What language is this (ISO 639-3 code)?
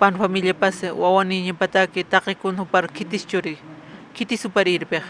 aym